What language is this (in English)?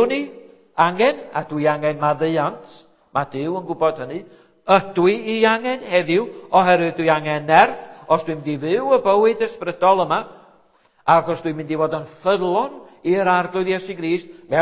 Welsh